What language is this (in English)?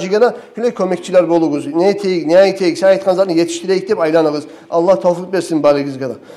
Kumyk